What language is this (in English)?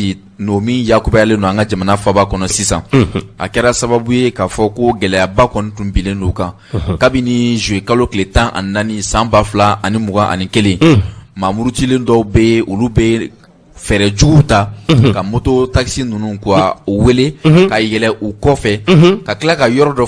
Bambara